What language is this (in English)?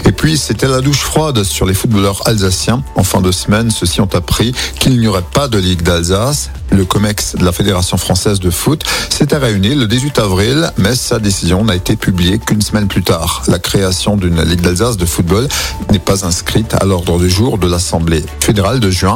French